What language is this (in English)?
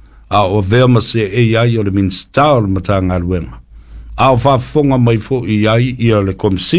Samoan